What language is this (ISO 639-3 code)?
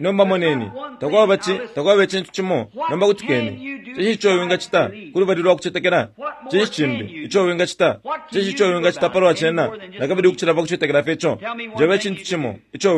bem